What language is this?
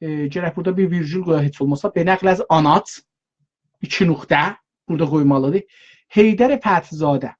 South Azerbaijani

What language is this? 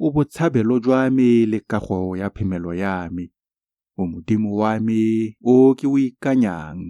Tswana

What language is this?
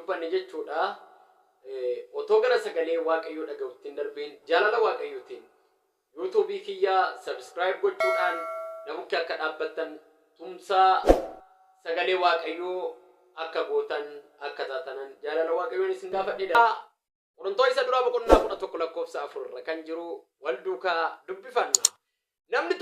Oromo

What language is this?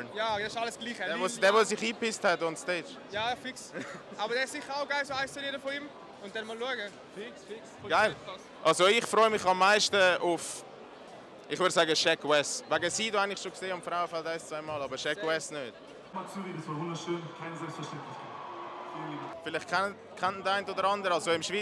Swiss German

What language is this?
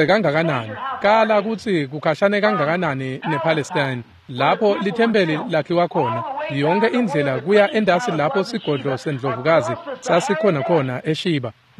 Swati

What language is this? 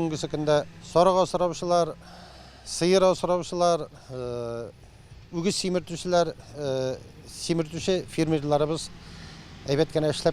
Tatar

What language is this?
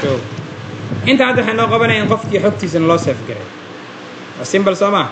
Somali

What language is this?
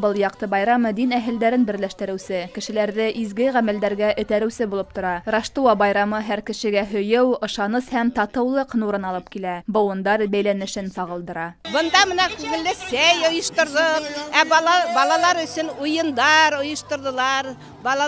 Bashkir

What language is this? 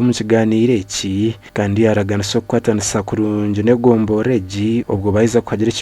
Nyankole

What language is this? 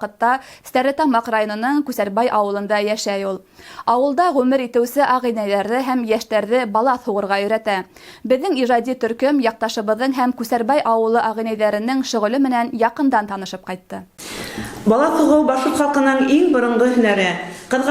Bashkir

